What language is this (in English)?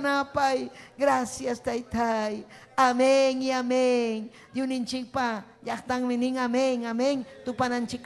Ayacucho Quechua